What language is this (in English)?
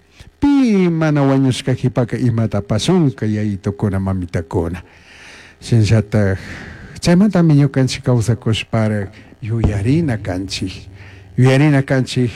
Chimborazo Highland Quichua